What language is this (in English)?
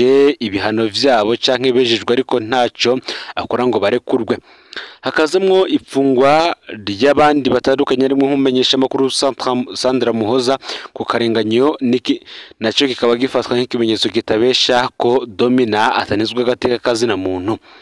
Rundi